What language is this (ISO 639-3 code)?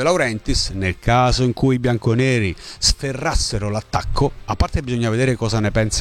ita